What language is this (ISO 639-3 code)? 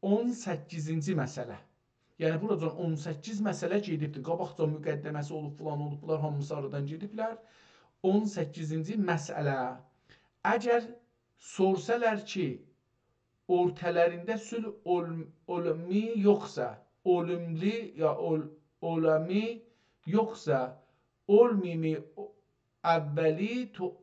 azb